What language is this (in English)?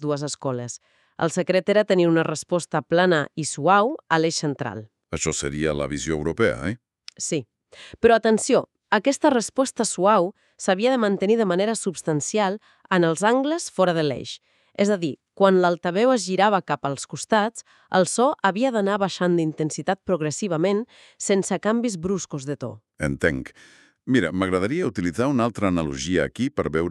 Catalan